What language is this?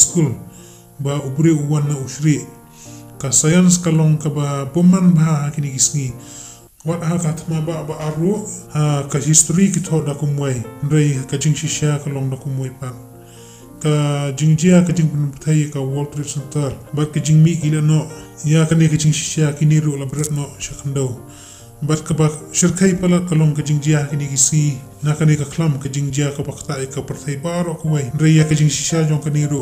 Khasi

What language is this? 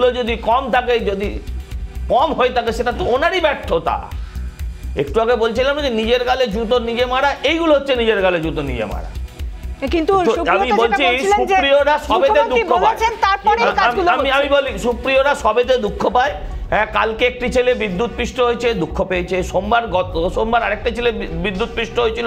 Bangla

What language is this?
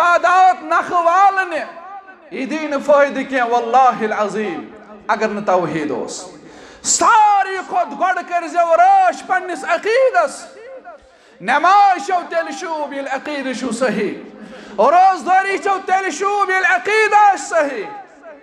Kashmiri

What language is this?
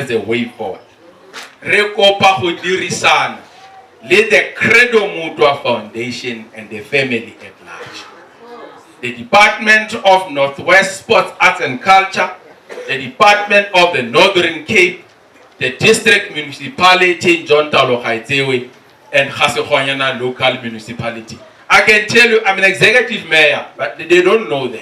Tswana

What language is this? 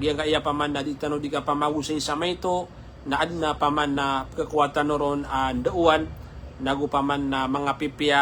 Maranao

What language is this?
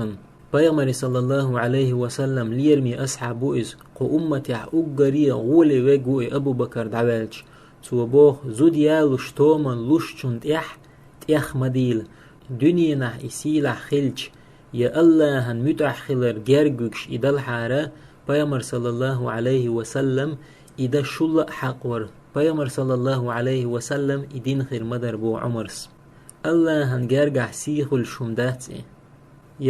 Chechen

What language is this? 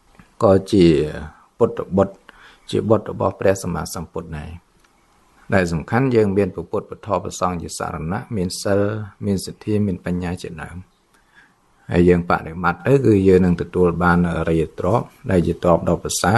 Khmer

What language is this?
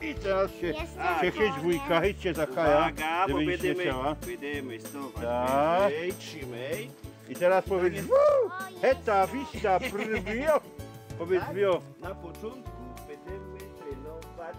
Silesian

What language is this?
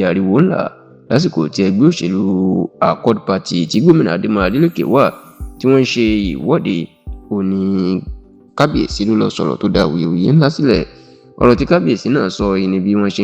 Yoruba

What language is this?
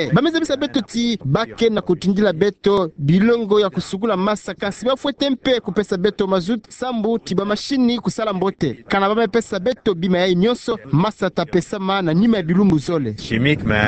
Kituba (Democratic Republic of Congo)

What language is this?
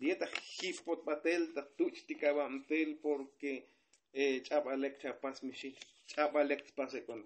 Tzotzil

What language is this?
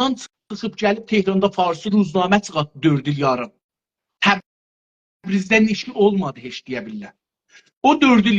South Azerbaijani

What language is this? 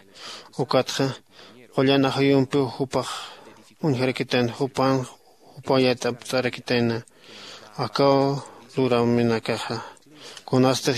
Aymara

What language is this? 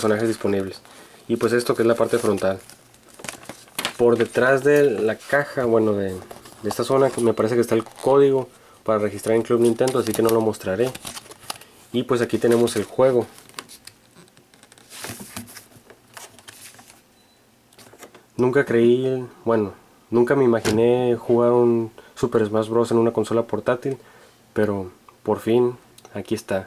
Spanish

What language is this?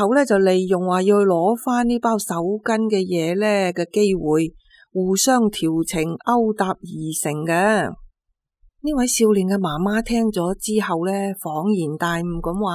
Cantonese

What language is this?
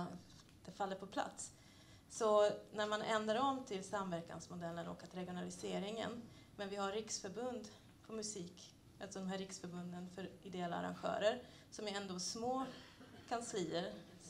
Swedish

